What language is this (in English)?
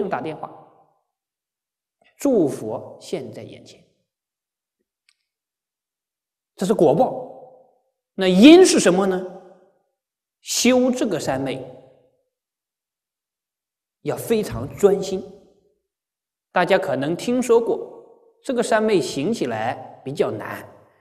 Chinese